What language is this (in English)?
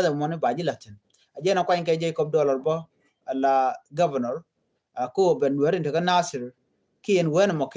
Nuer